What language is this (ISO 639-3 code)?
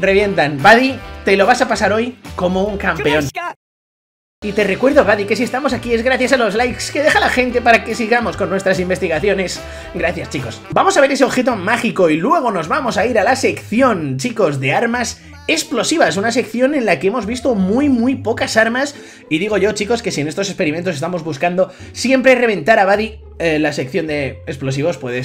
spa